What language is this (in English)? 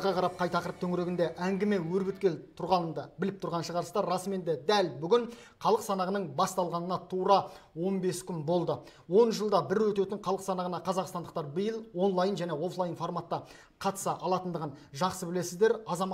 Kazakh